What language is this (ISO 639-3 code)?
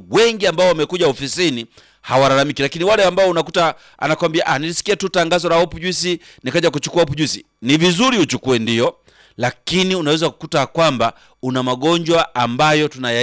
swa